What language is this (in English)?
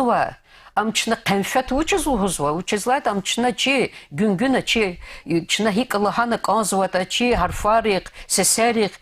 Lezghian